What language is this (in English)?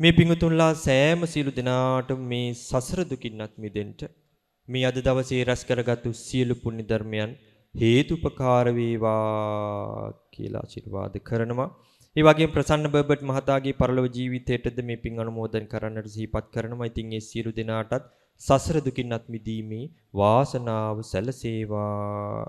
Sinhala